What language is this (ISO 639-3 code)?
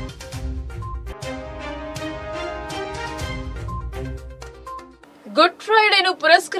tel